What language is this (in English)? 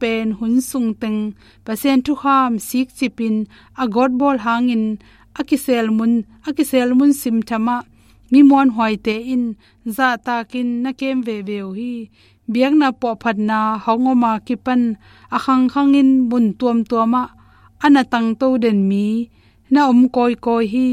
Tedim Chin